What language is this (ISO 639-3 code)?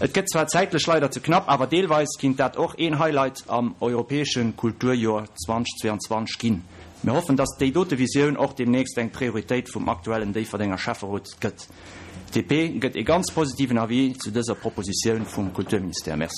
ltz